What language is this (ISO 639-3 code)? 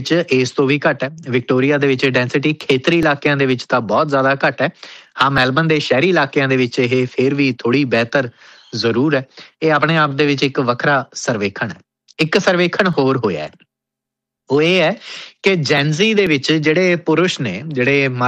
pan